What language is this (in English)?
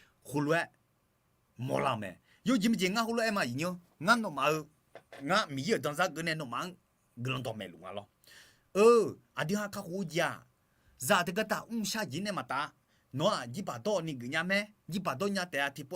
Akha